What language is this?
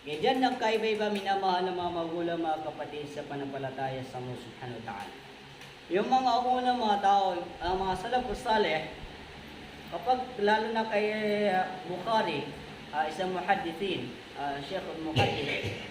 Maranao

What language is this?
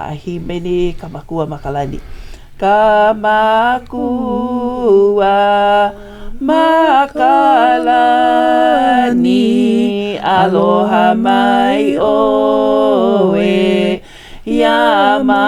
Hawaiian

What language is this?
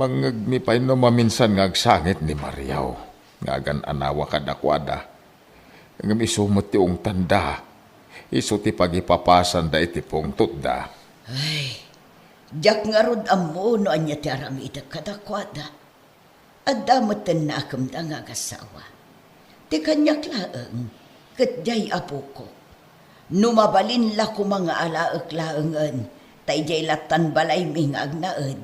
Iloko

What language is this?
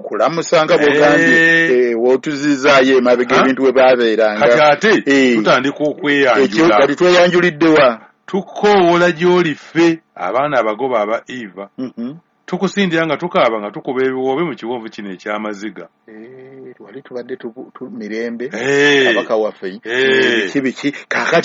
Ganda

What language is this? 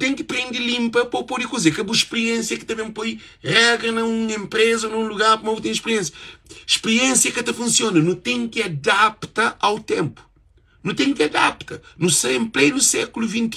Kabuverdianu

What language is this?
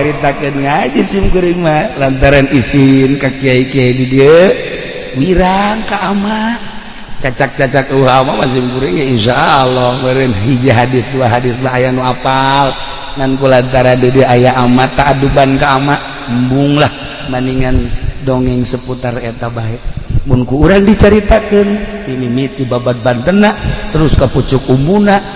Sundanese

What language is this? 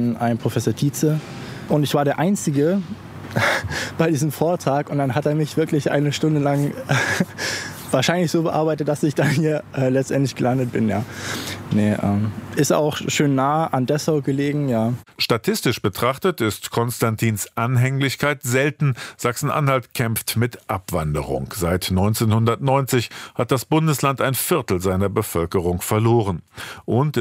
German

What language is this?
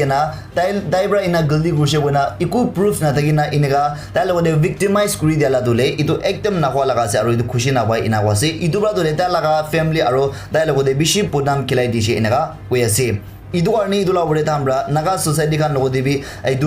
Naga Pidgin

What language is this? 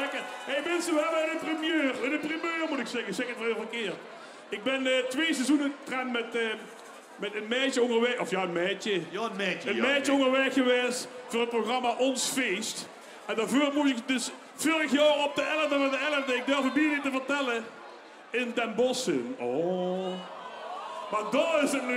Limburgish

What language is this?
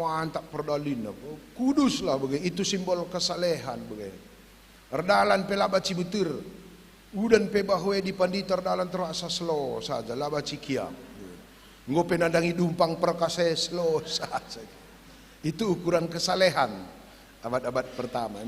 Batak Karo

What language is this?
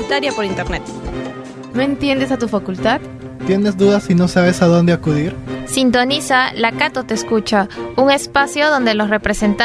Spanish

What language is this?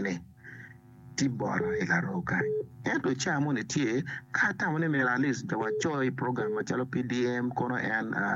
Acoli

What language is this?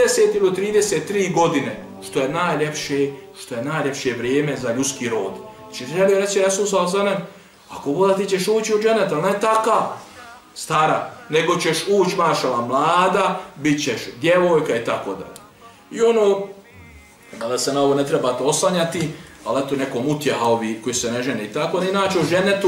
Bosnian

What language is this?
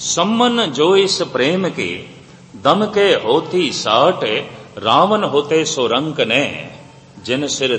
Punjabi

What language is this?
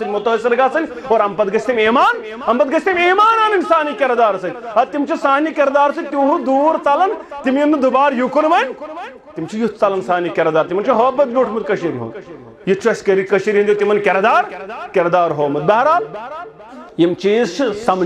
Kashmiri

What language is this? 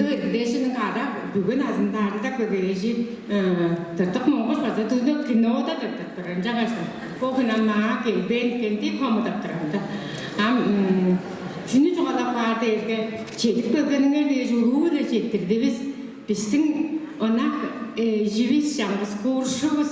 Tuvinian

